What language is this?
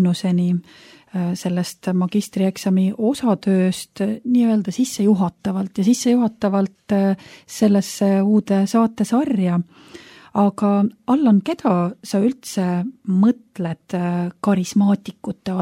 Estonian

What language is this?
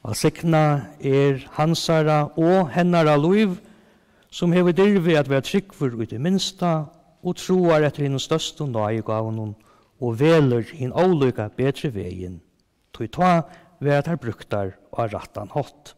Faroese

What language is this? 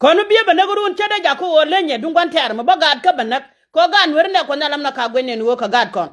Nuer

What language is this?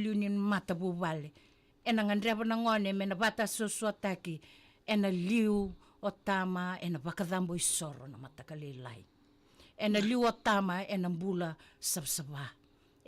Fijian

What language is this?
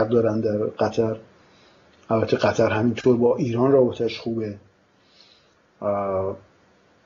Persian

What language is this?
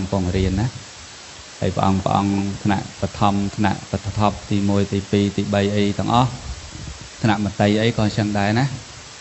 Khmer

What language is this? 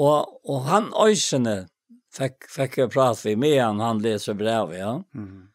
Faroese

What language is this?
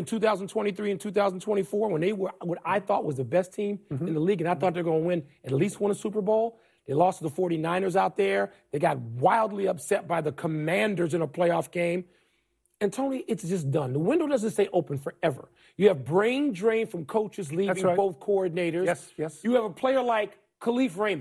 English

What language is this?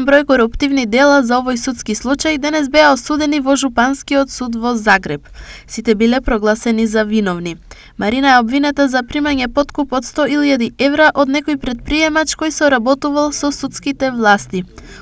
Macedonian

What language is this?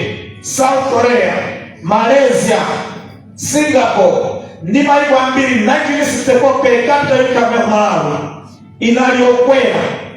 Nyanja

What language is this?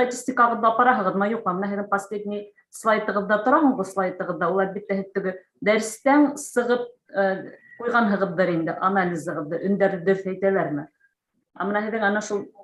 Bashkir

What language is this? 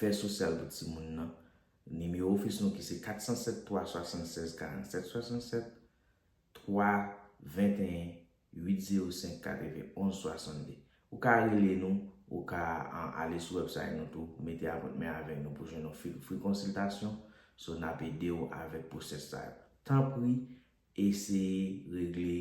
Haitian Creole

